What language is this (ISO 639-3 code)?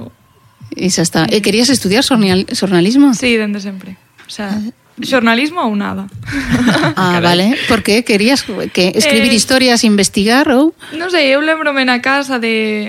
glg